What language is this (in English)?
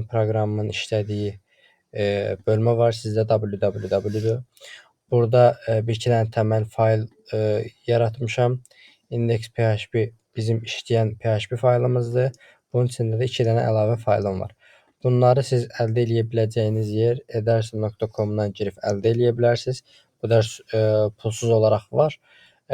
Azerbaijani